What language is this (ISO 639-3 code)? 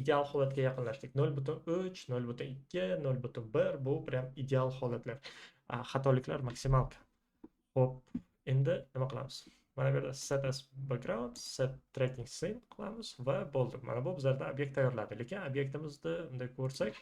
uzb